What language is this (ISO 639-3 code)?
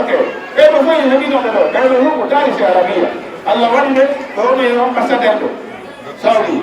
ful